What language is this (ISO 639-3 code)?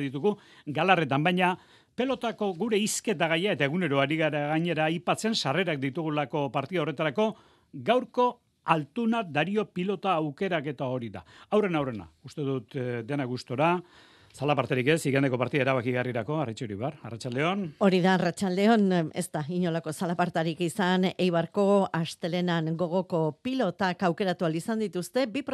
eus